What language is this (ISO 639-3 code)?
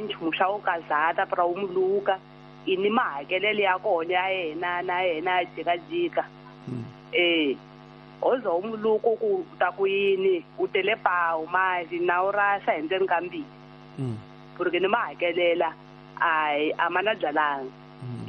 tso